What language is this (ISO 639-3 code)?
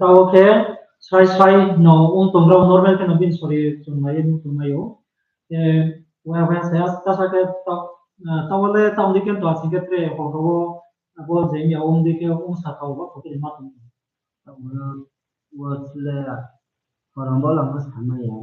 ria